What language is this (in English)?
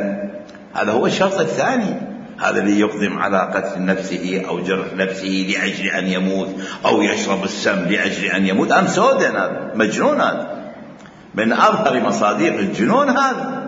Mesopotamian Arabic